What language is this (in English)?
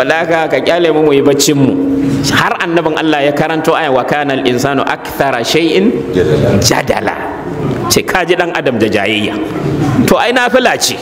Hausa